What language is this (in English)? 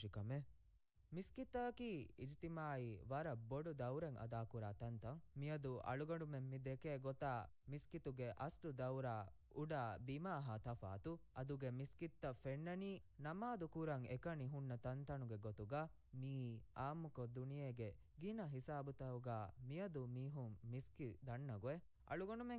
Divehi